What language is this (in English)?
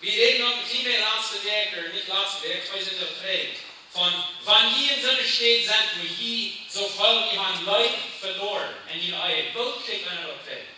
Plautdietsch